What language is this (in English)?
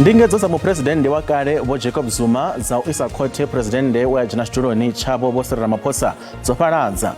Venda